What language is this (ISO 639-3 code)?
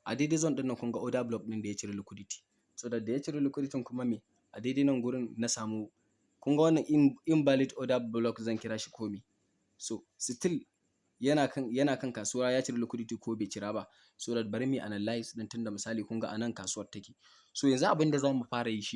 hau